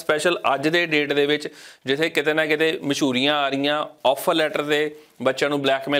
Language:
Punjabi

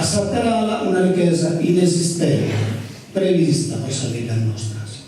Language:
Sardinian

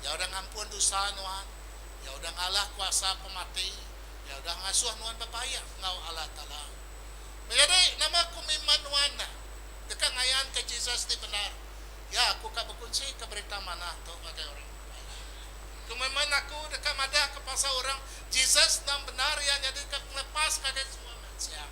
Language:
Iban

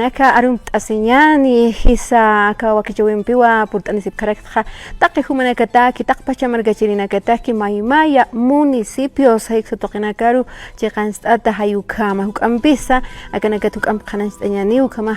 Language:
Aymara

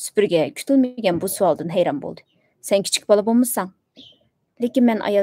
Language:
Uyghur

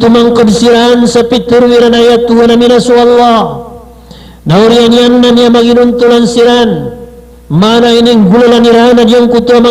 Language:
Maranao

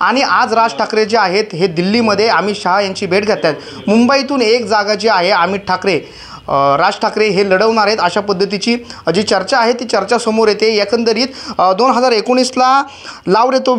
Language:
Marathi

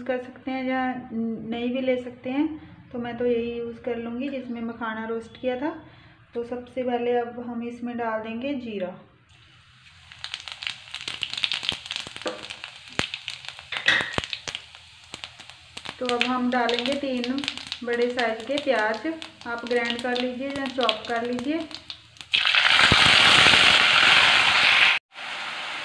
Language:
Hindi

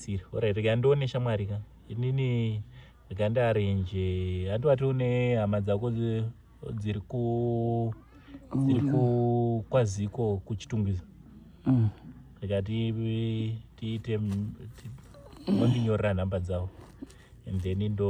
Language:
Shona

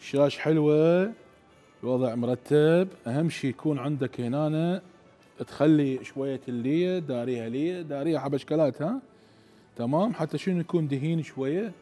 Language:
Mesopotamian Arabic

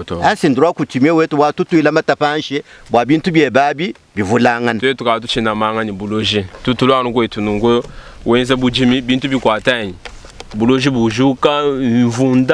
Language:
Luba-Lulua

